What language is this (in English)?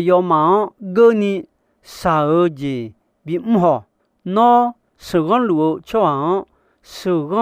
Akha